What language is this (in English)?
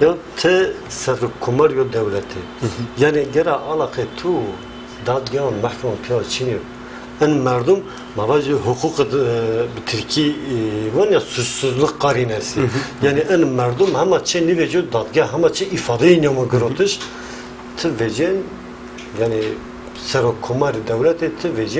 Zaza